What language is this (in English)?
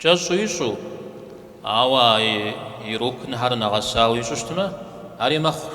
Kabardian